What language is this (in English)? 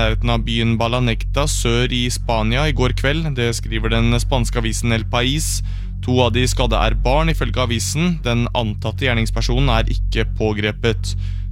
Norwegian